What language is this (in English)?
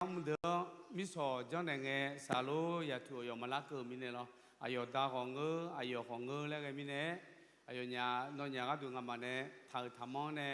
Akha